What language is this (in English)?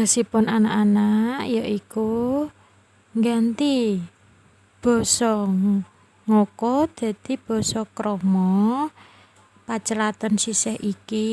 Javanese